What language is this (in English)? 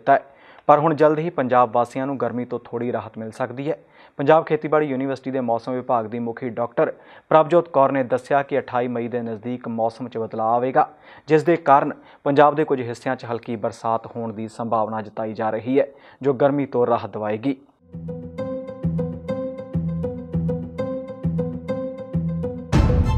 Punjabi